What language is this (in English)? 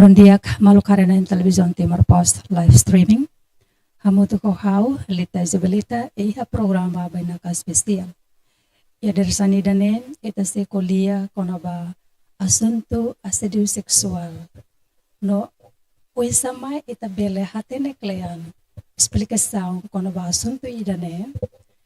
Tetum